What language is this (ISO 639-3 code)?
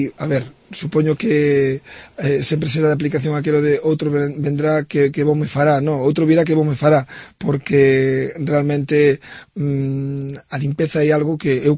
glg